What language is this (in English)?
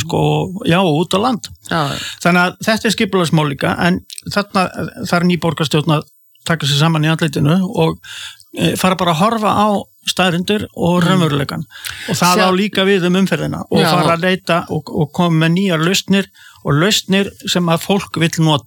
Icelandic